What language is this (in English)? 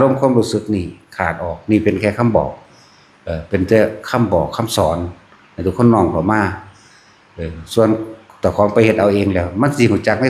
Northeastern Thai